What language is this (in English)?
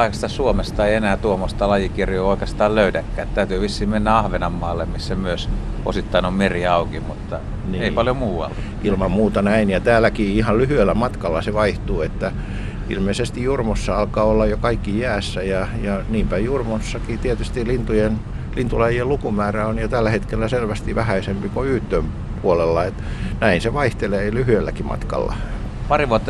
Finnish